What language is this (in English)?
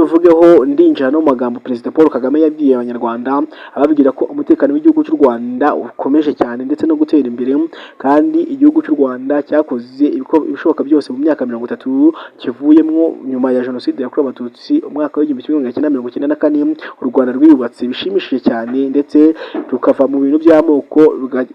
Kinyarwanda